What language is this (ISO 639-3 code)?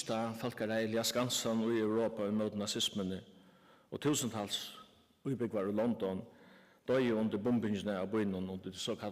fao